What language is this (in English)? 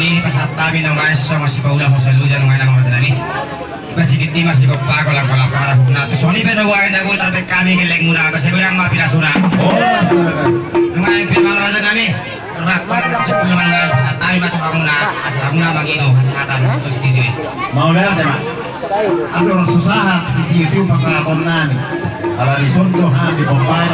Batak Toba